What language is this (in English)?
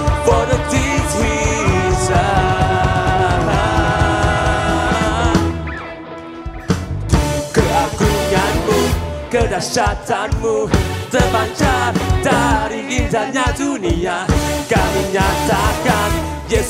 Indonesian